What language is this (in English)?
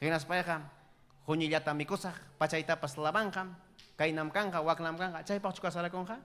Ayacucho Quechua